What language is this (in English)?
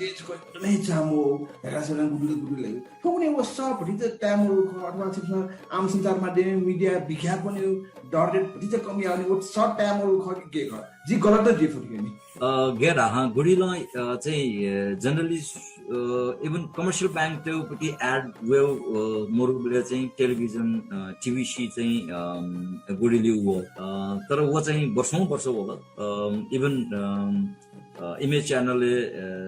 Newari